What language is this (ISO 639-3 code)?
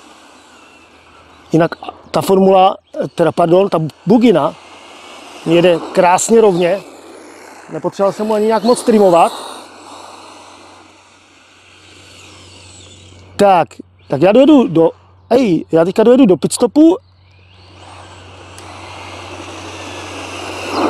ces